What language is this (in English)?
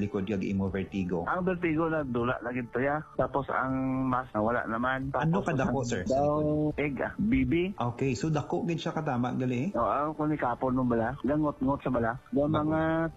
Hiligaynon